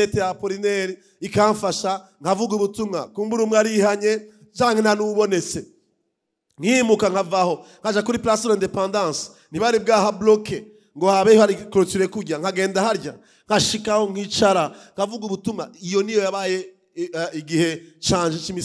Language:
Rundi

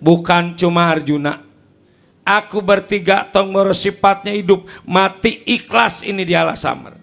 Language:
Betawi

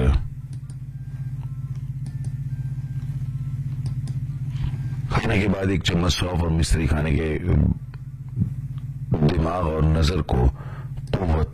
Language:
Urdu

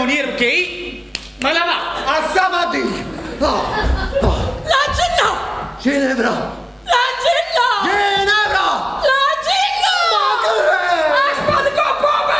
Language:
Neapolitan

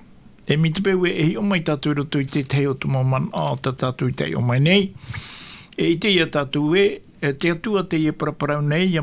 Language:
Tahitian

